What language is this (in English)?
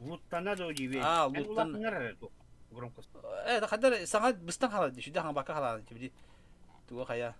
Yakut